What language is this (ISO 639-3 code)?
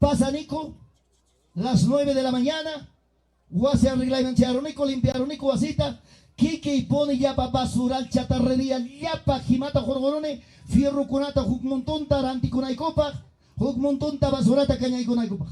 quy